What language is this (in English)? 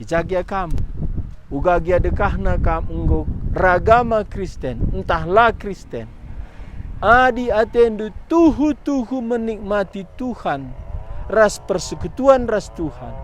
Batak Karo